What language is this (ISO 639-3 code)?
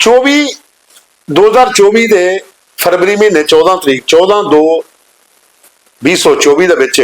doi